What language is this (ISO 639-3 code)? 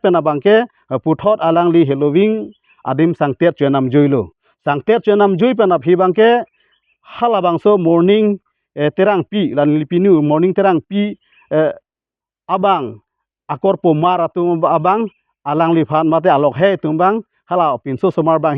mjw